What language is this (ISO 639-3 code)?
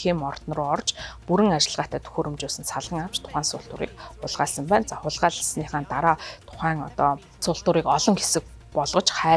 mon